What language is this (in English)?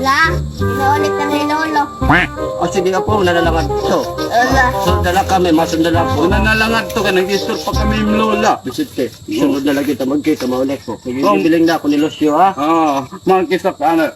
Waray